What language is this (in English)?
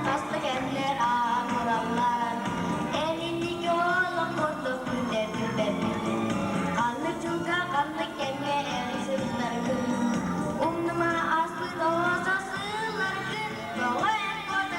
Yakut